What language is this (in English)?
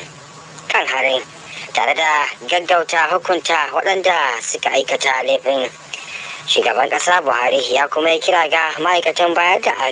Hausa